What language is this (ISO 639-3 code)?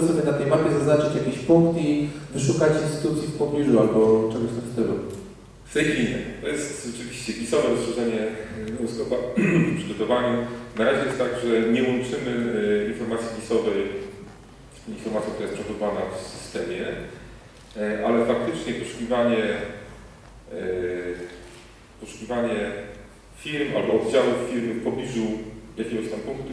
pol